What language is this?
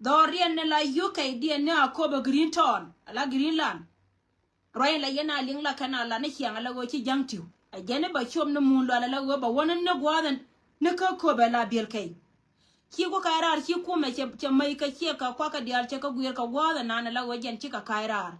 Nuer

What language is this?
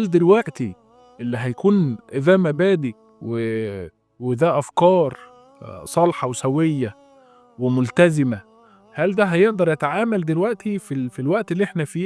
Egyptian Arabic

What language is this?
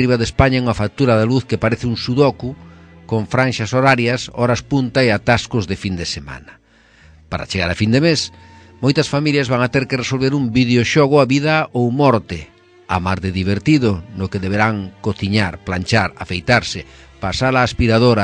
Galician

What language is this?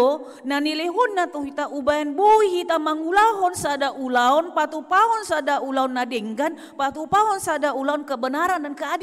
Batak Toba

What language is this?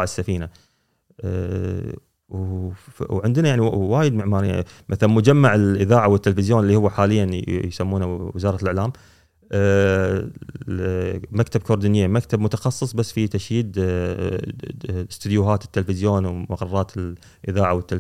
Gulf Arabic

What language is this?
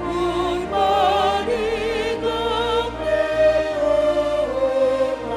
Batak Simalungun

